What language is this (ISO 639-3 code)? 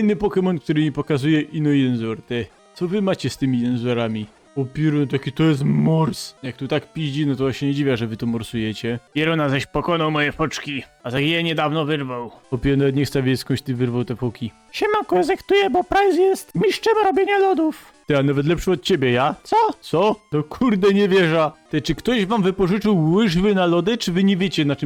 szl